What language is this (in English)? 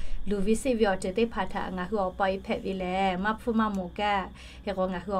Lahu